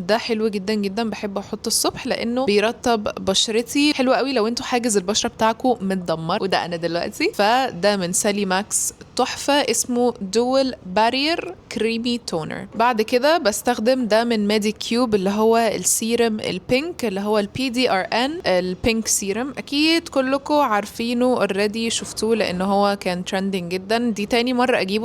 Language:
Egyptian Arabic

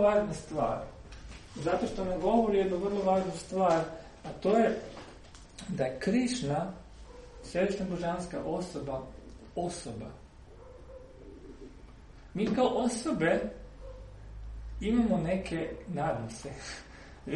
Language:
Croatian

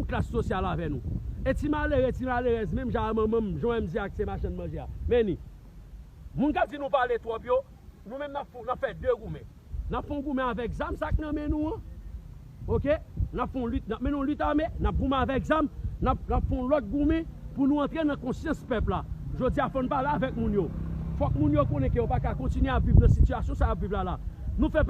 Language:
Haitian Creole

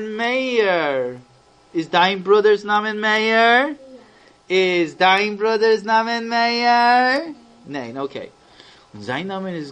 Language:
Yiddish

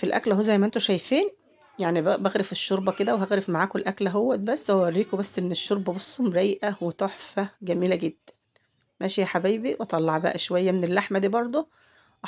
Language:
Egyptian Arabic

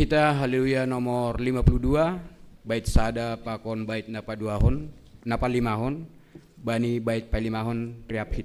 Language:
Batak Simalungun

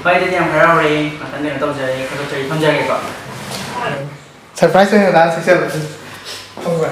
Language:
Manipuri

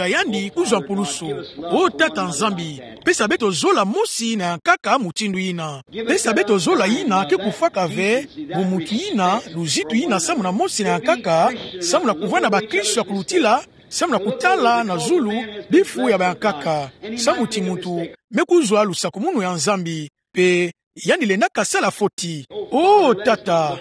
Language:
Kituba (Democratic Republic of Congo)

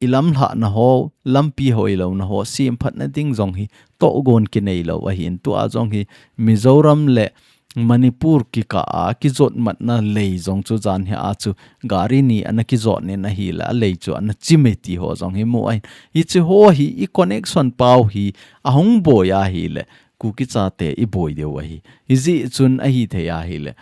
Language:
Thado Chin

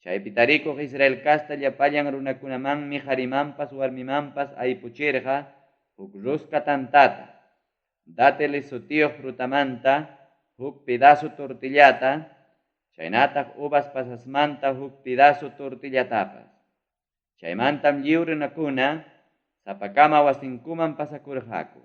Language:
Ayacucho Quechua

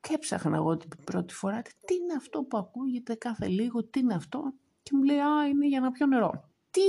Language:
Greek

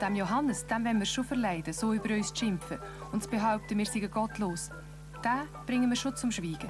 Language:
Swiss German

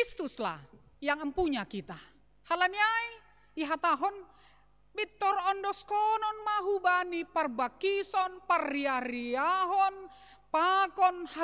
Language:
Batak Simalungun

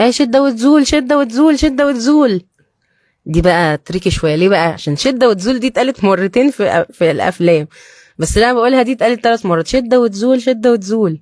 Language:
Egyptian Arabic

